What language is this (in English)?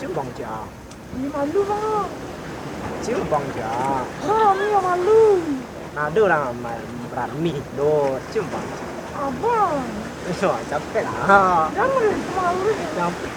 Minangkabau